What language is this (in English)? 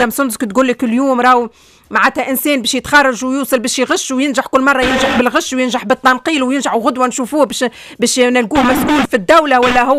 Tunisian Arabic